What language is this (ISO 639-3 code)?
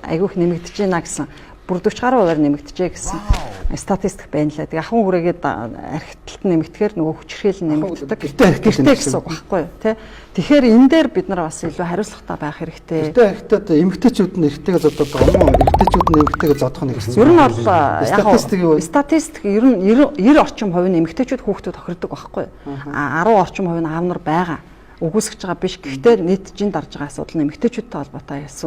mon